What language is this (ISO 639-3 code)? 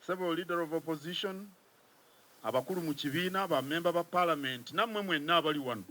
lug